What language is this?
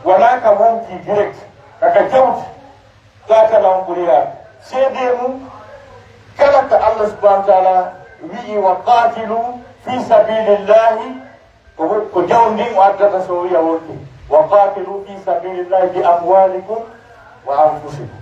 Pular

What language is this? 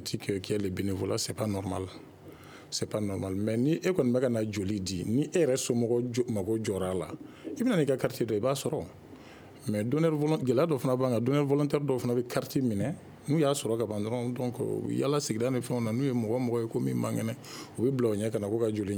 Bambara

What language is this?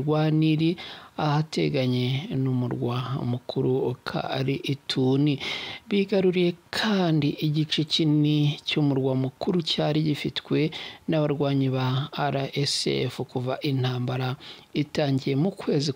Kinyarwanda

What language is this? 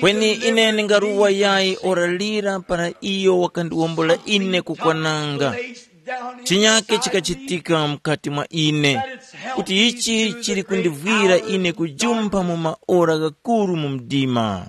Tumbuka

